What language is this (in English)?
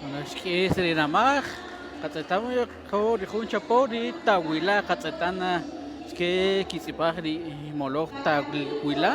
Kaqchikel